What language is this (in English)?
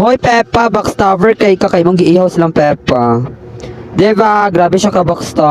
Cebuano